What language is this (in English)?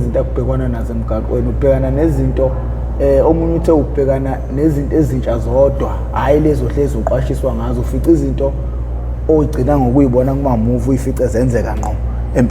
Zulu